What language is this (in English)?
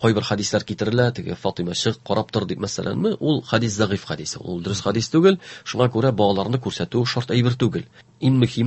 Tatar